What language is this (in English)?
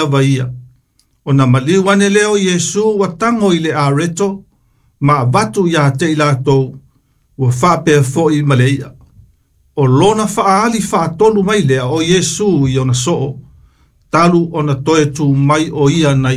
Samoan